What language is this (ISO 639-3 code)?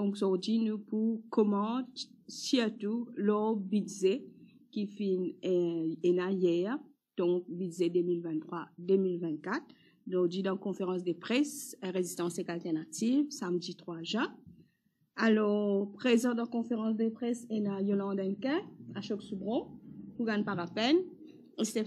mfe